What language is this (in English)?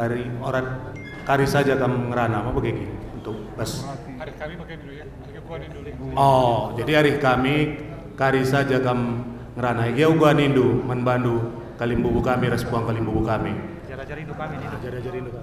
Batak Karo